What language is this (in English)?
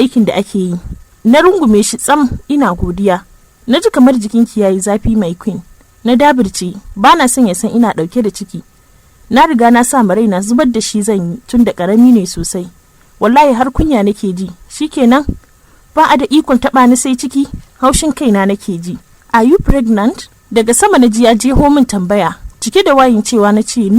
Hausa